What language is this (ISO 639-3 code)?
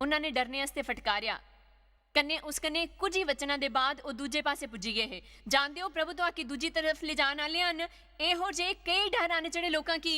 doi